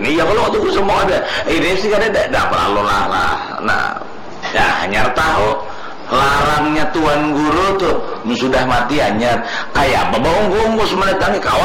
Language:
Banjar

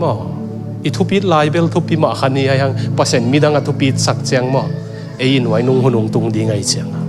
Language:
Tedim Chin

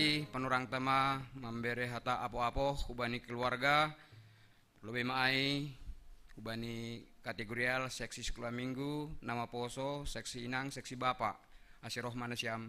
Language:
Batak Simalungun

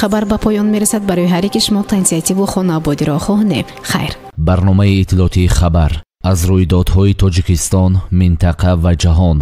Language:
Tajik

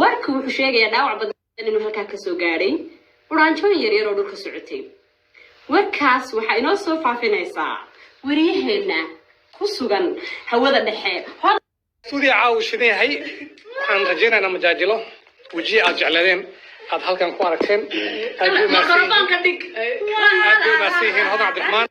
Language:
Somali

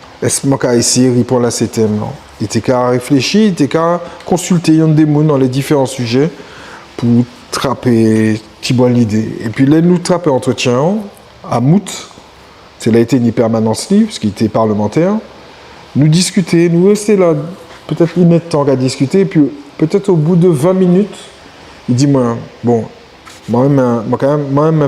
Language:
Guadeloupean Creole French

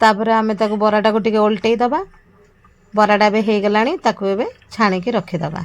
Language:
Odia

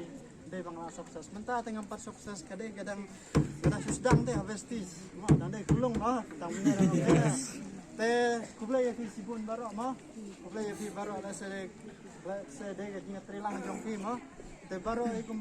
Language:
Khasi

